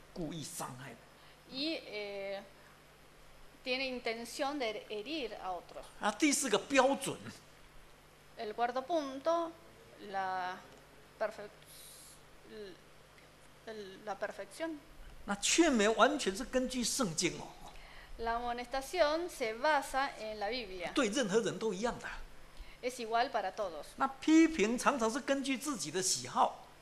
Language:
Chinese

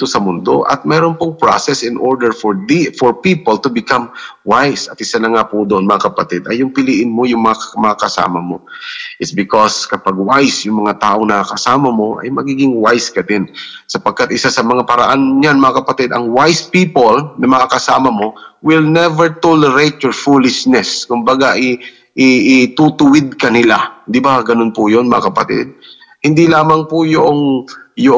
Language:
Filipino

